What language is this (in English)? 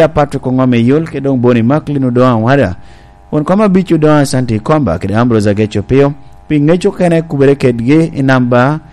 Lango (Uganda)